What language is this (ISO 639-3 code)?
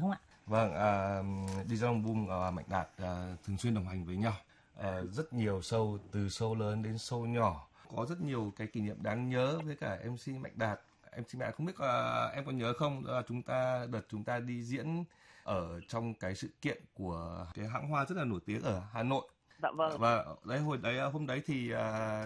vie